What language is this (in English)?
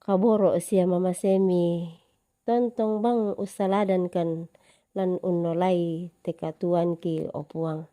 Toraja-Sa'dan